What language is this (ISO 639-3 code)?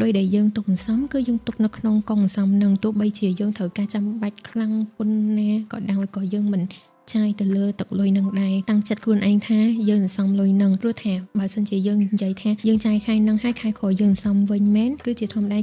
khm